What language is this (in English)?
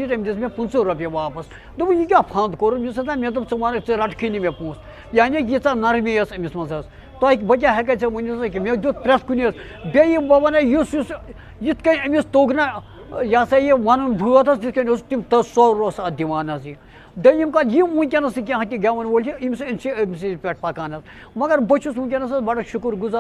Kashmiri